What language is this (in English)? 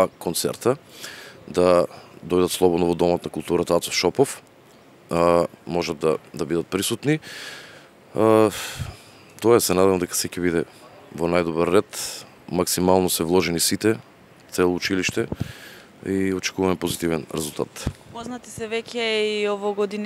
Macedonian